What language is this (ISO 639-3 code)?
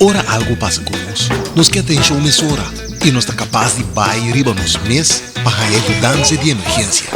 pap